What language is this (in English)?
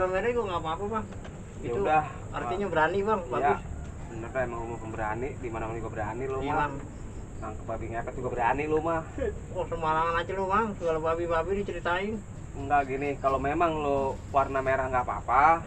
Betawi